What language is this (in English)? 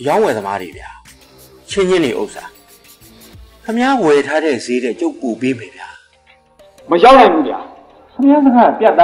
Burmese